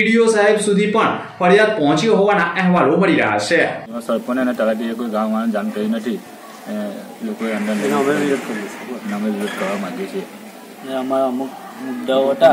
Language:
Gujarati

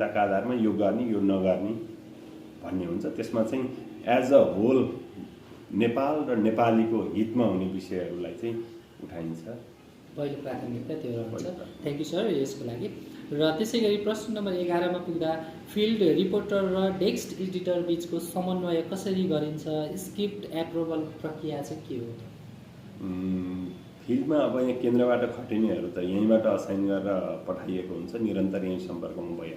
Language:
Nepali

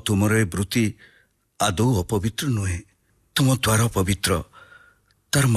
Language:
Odia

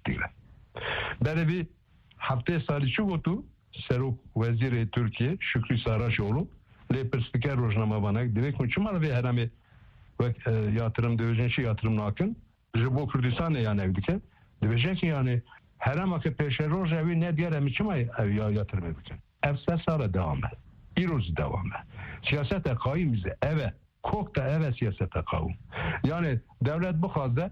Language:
Kurdish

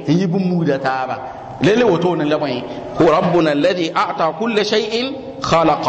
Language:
Mossi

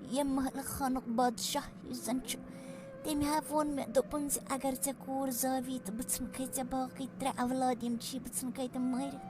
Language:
Kashmiri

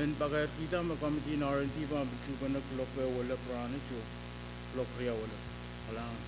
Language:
Pohnpeian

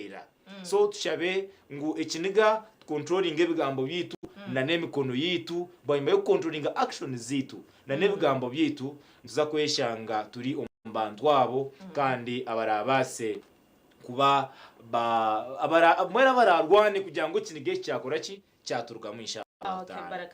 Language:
Nyankole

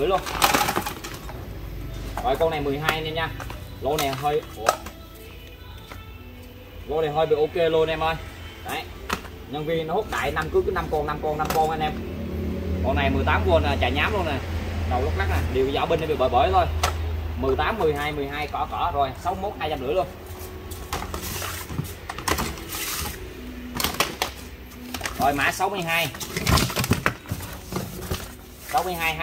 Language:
Vietnamese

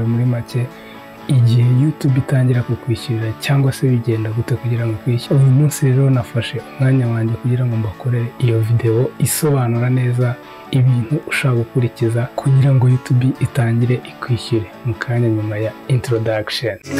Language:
Kinyarwanda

